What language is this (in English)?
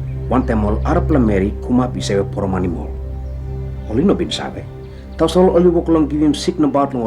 Tok Pisin